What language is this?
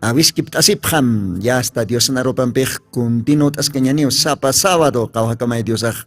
Aymara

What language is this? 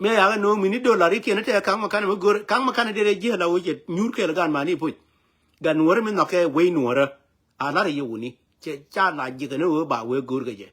Nuer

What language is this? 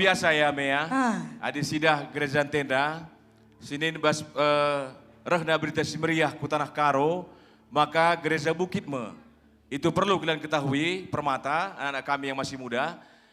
Batak Karo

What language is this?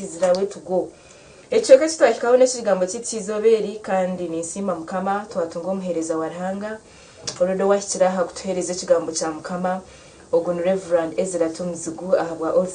Nyankole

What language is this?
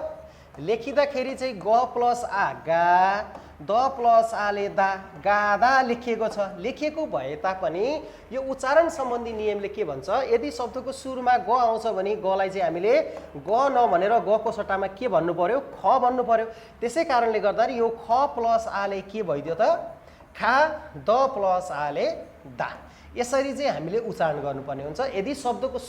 Nepali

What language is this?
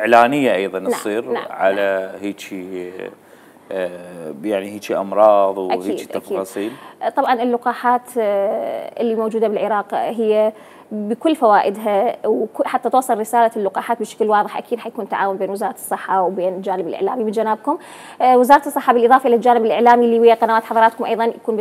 Mesopotamian Arabic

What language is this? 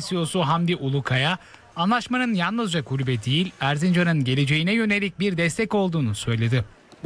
Turkish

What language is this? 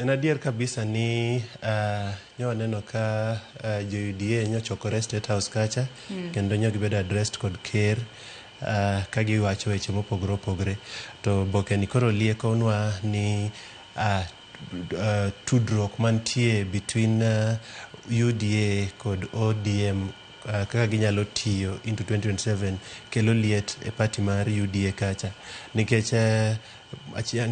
Luo (Kenya and Tanzania)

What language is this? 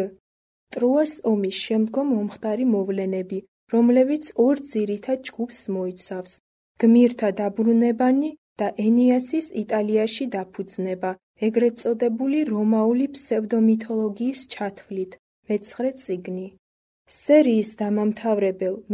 Georgian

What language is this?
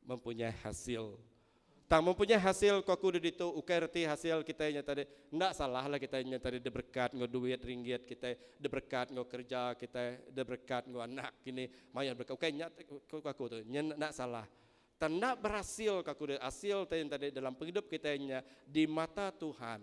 Iban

